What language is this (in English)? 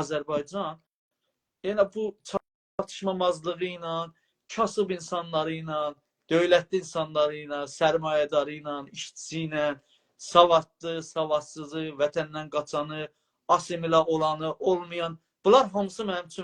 South Azerbaijani